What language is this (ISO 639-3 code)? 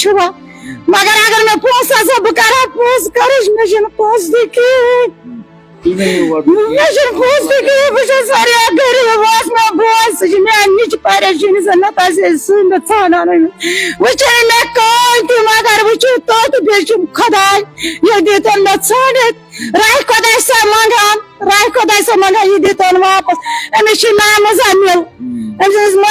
kas